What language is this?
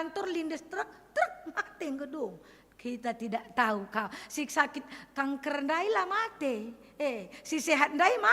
Batak Karo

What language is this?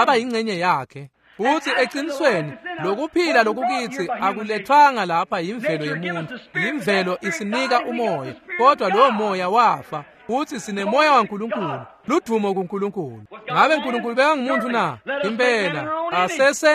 Swati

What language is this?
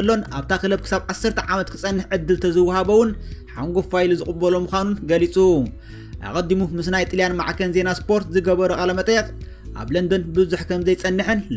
Tigrinya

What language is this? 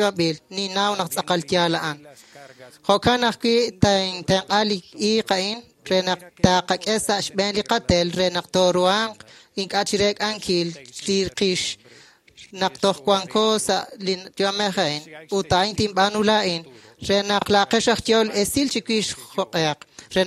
Kekchí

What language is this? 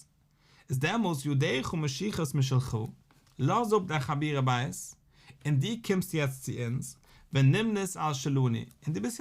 Yiddish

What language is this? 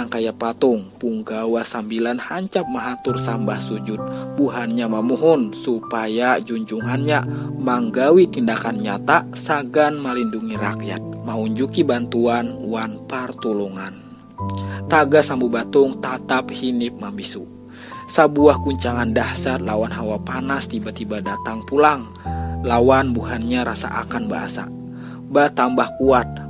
Banjar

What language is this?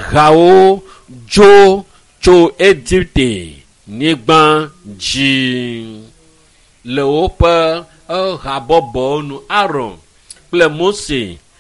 Ewe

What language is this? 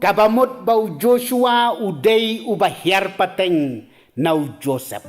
Khasi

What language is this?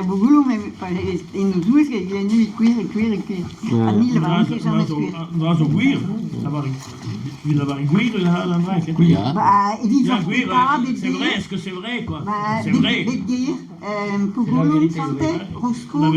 Breton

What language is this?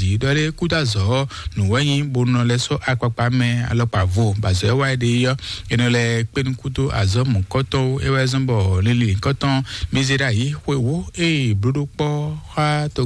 Fon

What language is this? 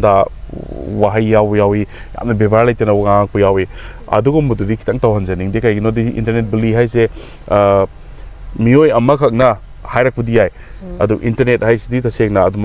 Manipuri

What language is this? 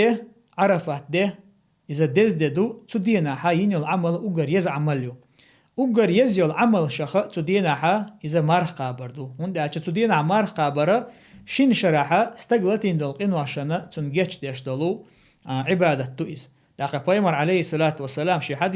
Chechen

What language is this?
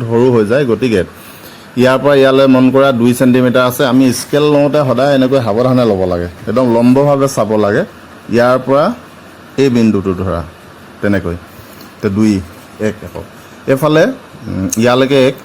Assamese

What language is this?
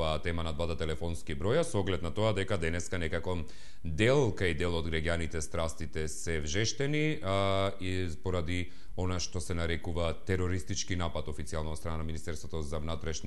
Macedonian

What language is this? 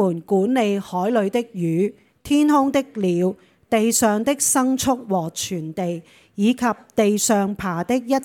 Cantonese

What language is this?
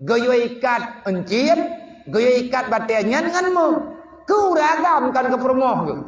Achinese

